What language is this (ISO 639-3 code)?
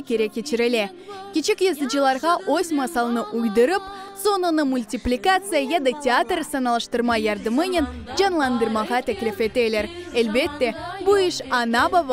crh